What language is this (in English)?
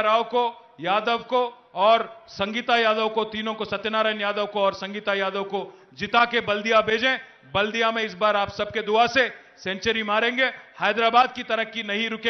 Telugu